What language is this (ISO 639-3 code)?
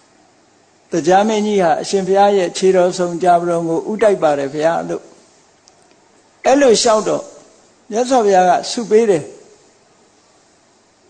mya